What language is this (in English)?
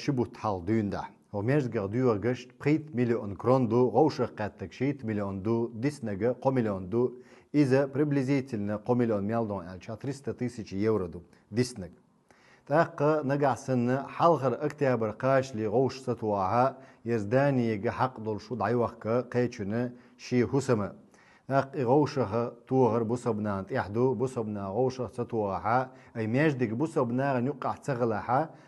Chechen